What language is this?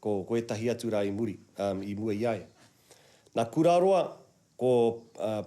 Māori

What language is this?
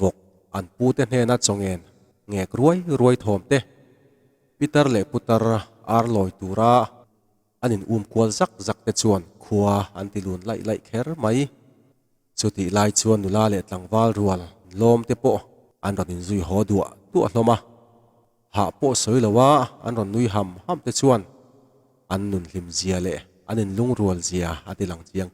Mizo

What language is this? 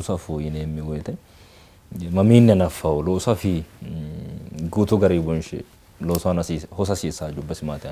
Sidamo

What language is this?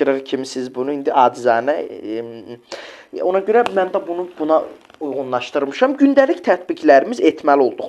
Azerbaijani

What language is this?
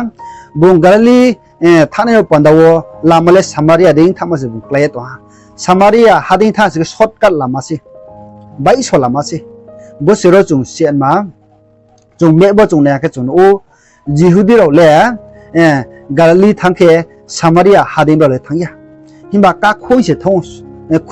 Riang (India)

